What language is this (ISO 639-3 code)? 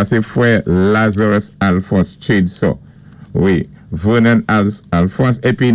acf